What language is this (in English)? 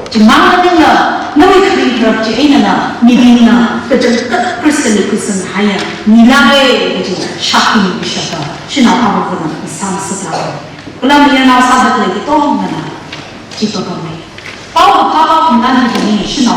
Tangkhul Naga (India)